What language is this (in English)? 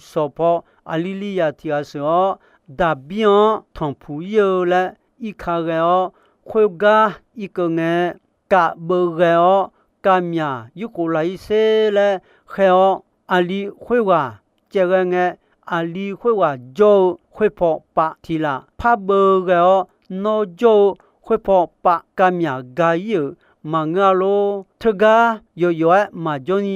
Akha